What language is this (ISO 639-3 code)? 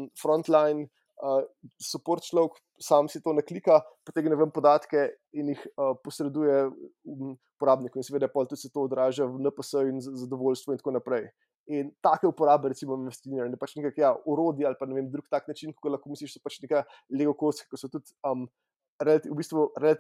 slv